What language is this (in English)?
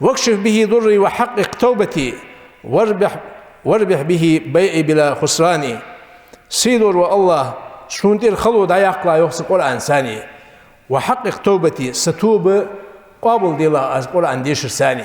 Ingush